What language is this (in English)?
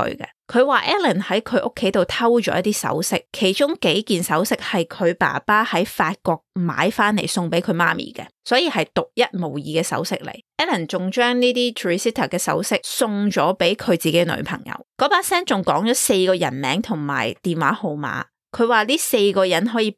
Cantonese